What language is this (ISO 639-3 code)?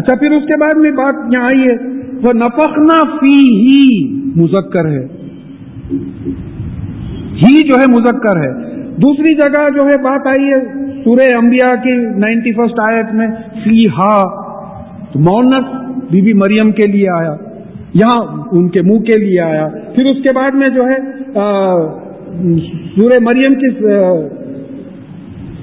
urd